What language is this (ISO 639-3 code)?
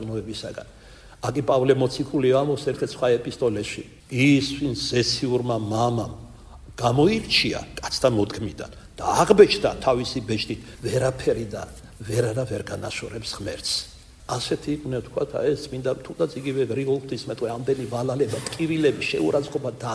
kat